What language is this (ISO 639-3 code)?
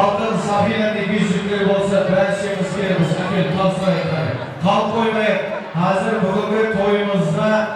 kaa